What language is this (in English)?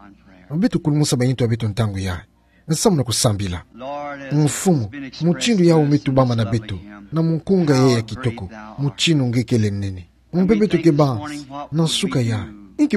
Kituba (Democratic Republic of Congo)